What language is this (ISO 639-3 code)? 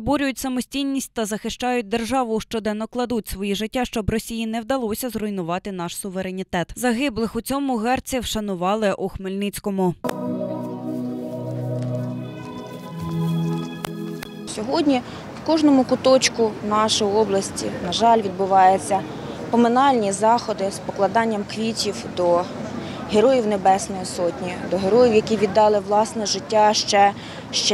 ukr